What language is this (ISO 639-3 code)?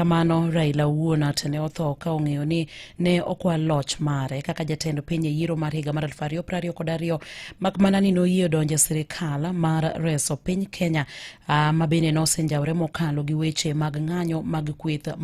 luo